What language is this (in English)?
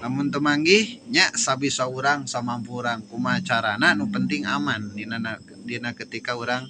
Sundanese